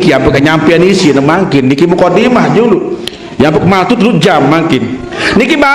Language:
Sasak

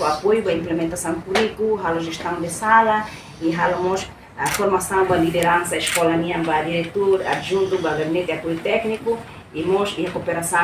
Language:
Tetum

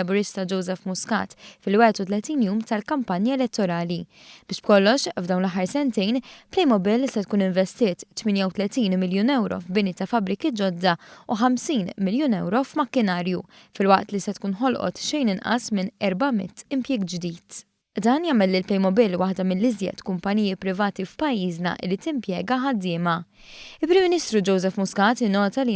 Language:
Maltese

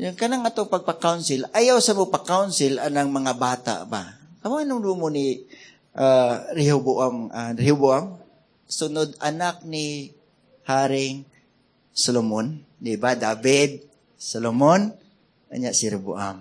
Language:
Cebuano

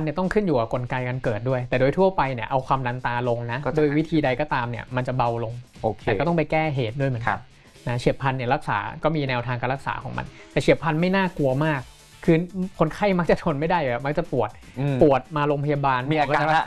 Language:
Thai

